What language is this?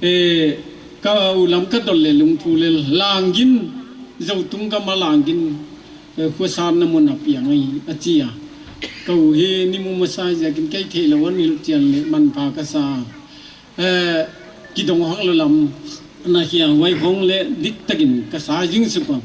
Paite Chin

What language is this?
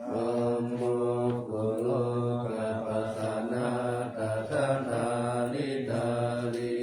Pali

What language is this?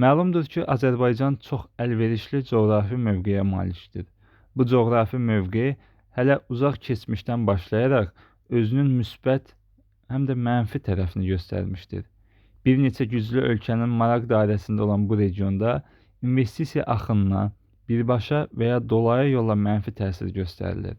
Azerbaijani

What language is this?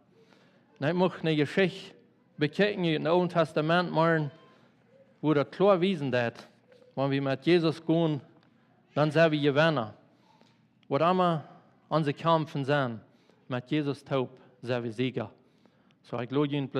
Plautdietsch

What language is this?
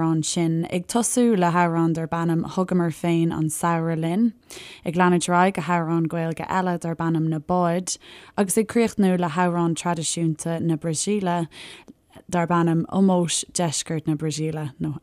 Irish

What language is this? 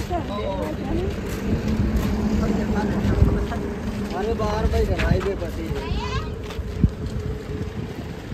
Gujarati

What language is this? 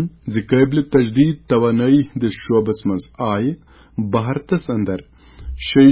Kashmiri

